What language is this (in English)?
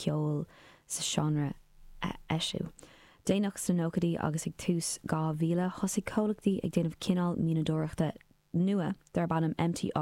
Irish